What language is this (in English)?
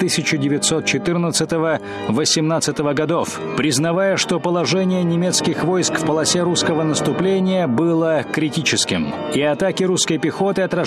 Russian